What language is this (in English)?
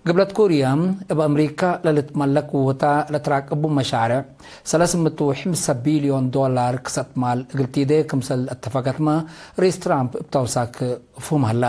Tigre